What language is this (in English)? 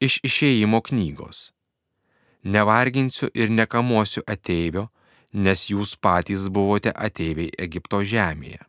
Lithuanian